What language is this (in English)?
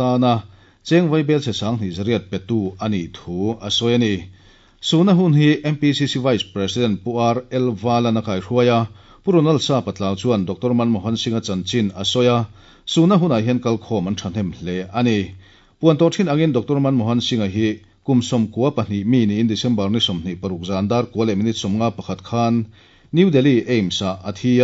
Mizo